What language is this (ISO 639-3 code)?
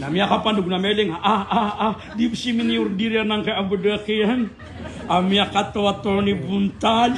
mrw